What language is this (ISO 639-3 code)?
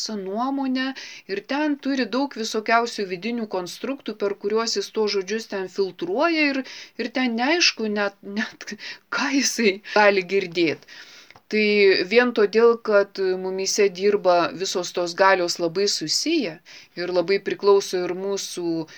lit